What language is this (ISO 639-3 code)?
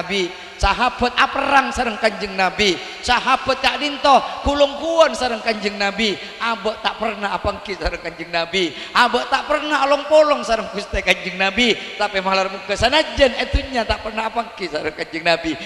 mad